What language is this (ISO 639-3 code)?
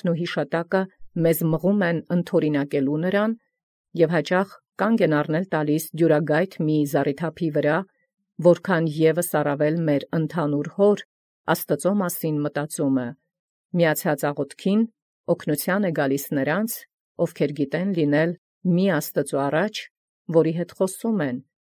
hye